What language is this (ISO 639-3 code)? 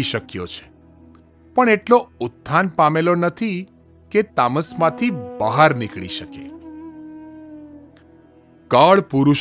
guj